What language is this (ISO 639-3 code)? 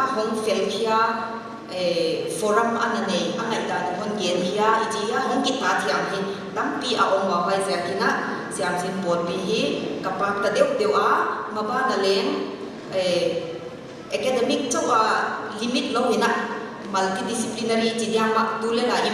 pck